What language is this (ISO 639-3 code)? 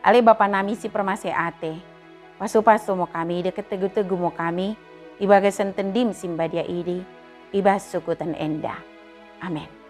btd